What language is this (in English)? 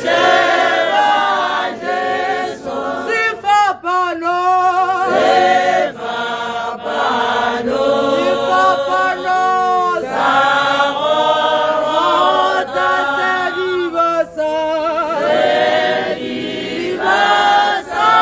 Tswana